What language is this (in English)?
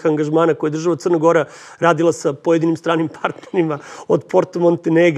Serbian